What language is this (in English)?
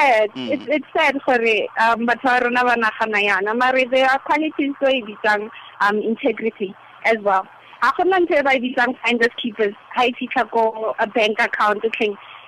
Tswana